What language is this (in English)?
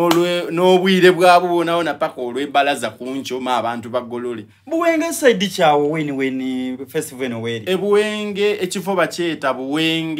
Soga